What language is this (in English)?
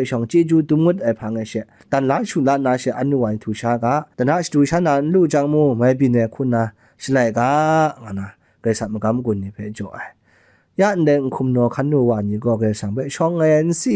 Kachin